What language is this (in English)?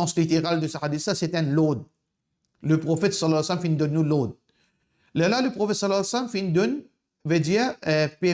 Morisyen